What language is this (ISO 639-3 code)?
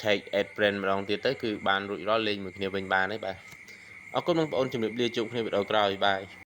khm